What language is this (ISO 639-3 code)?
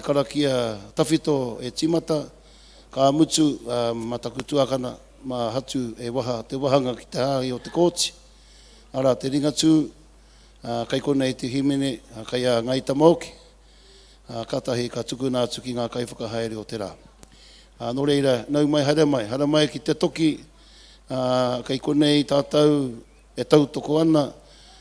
mri